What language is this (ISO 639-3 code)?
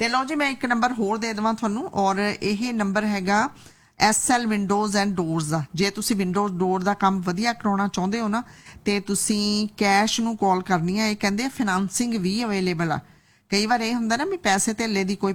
pan